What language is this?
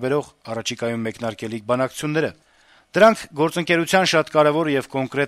Armenian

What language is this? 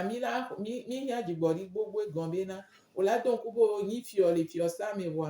Gen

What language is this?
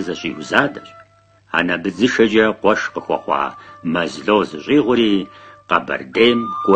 Kabardian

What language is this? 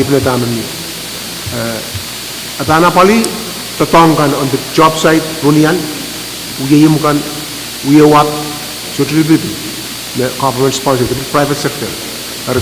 Pohnpeian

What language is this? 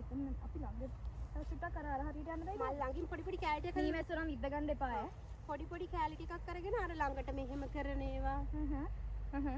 Sinhala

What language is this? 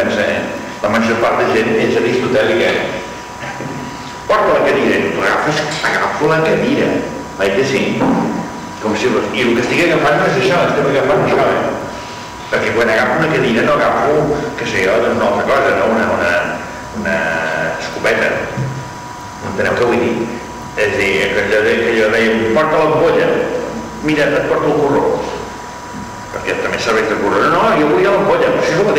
Catalan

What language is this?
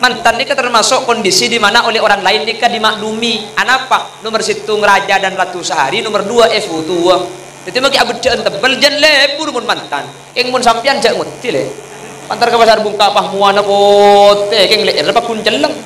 Madurese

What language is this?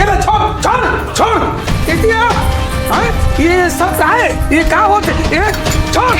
Chhattisgarhi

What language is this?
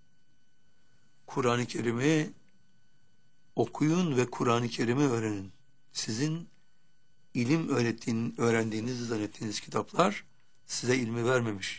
Turkish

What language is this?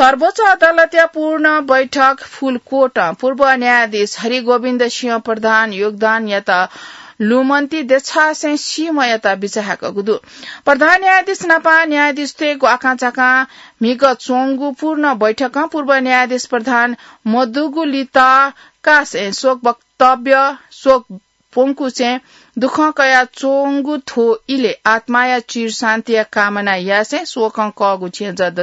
Newari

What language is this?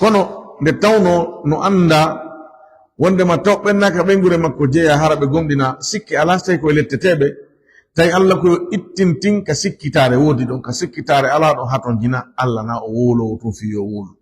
Fula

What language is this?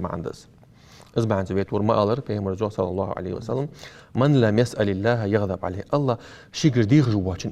Ingush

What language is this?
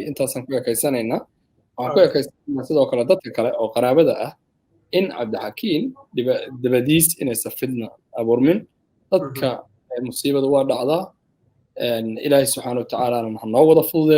Somali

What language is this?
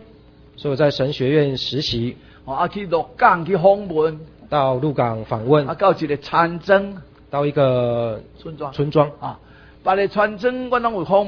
Chinese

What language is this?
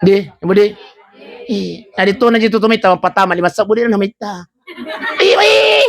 Buginese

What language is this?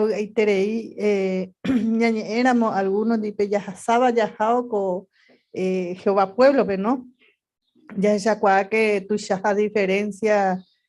Guarani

